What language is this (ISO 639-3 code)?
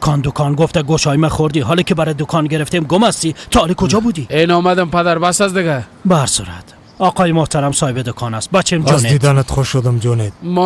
fas